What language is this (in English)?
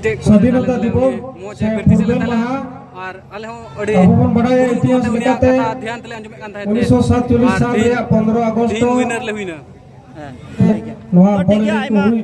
Santali